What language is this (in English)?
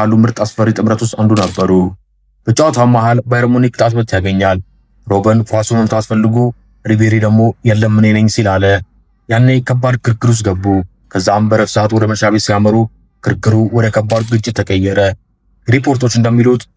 Amharic